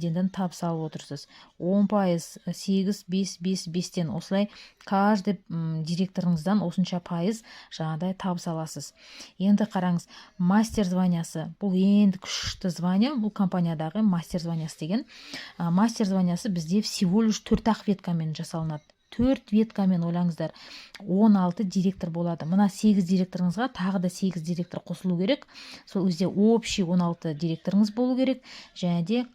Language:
Kazakh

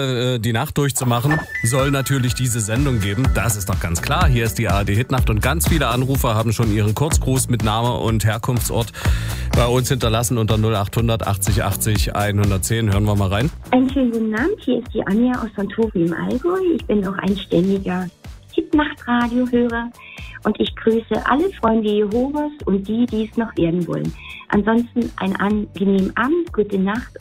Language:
German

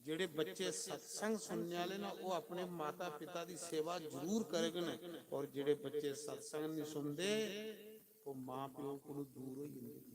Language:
Dogri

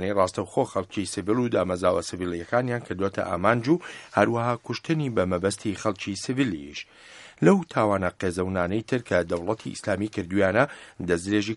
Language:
Central Kurdish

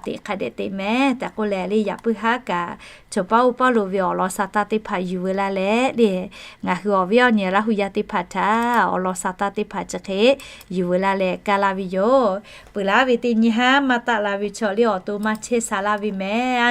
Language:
Lahu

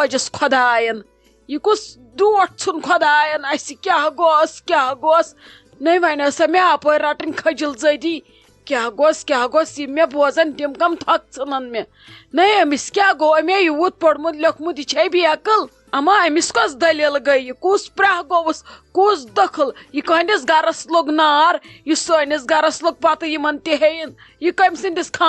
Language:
Kashmiri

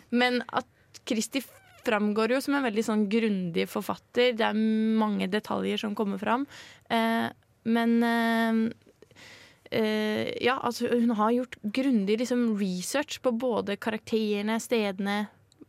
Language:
Norwegian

